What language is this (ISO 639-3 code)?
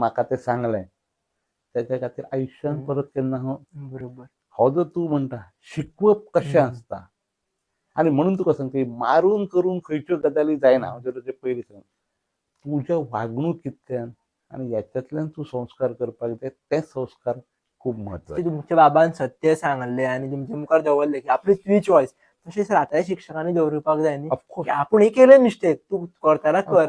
kok